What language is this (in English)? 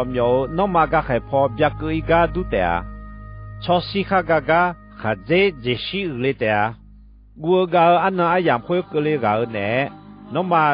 Akha